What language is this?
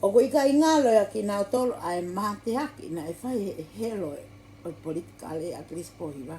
Tongan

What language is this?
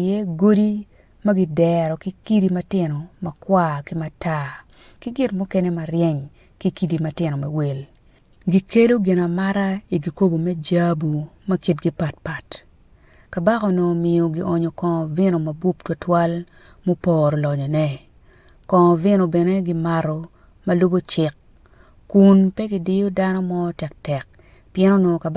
Acoli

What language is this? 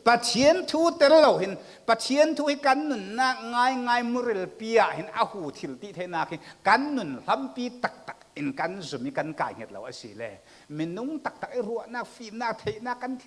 Falam Chin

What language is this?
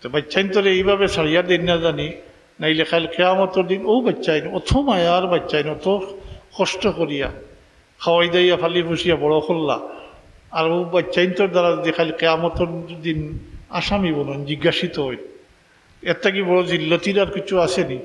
Sylheti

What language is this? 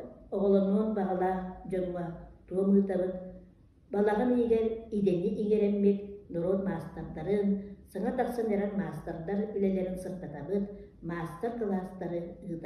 Yakut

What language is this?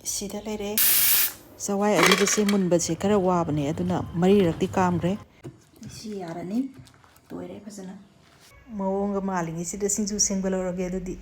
Manipuri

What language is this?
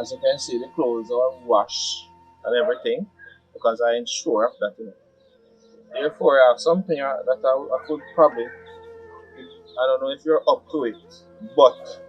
Jamaican Creole English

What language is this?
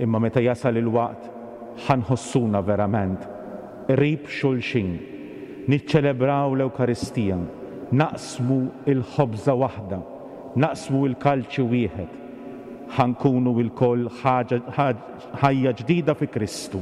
Maltese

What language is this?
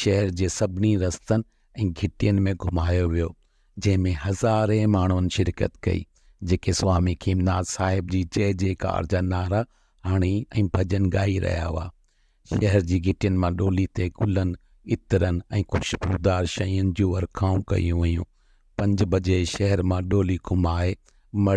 Sindhi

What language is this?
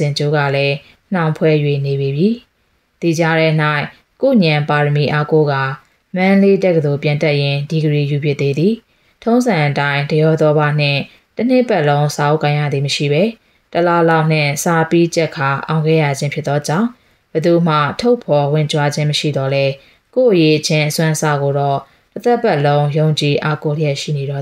Burmese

